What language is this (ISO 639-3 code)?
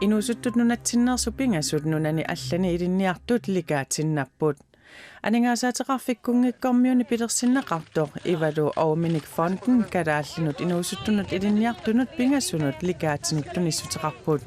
kal